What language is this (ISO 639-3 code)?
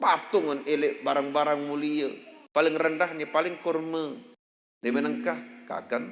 sas